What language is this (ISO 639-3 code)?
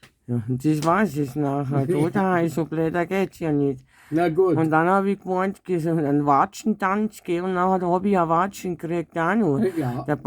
bar